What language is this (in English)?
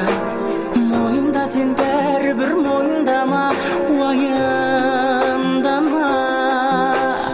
Kazakh